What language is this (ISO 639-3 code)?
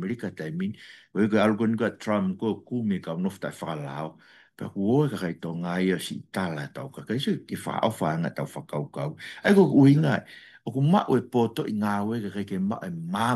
ton